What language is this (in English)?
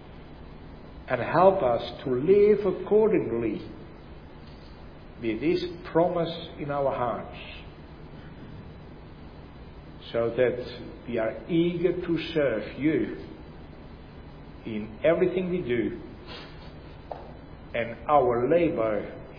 English